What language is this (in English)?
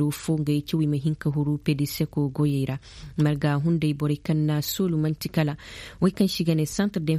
Koyraboro Senni